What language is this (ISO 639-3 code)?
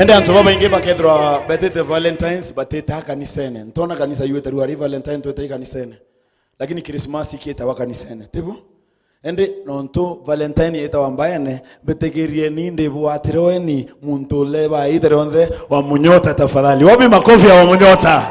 mer